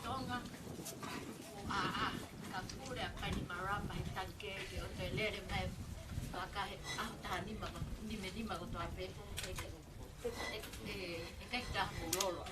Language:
Tongan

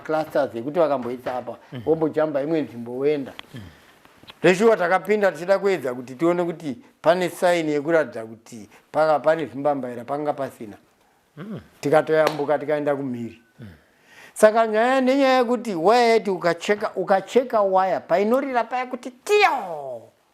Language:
Shona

